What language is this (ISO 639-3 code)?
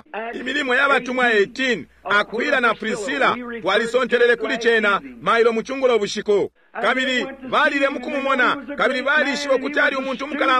bem